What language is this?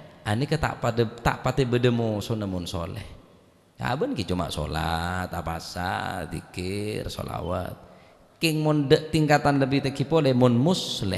Madurese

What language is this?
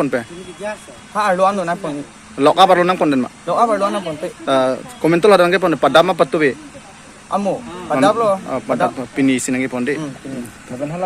Karbi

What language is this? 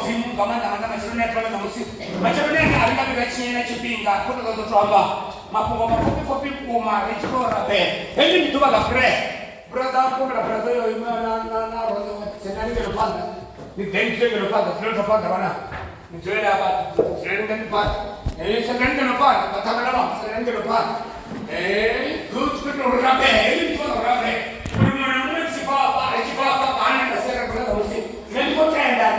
Venda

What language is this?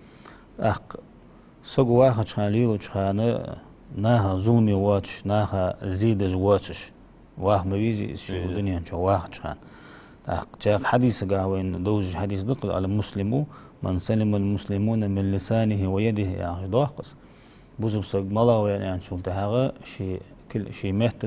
Ingush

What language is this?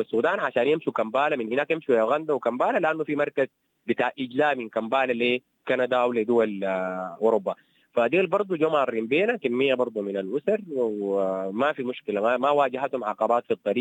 Sudanese Arabic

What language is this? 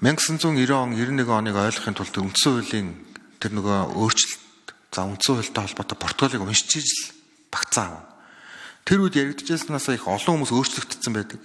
Mongolian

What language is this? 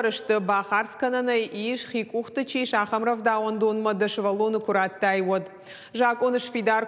Ossetic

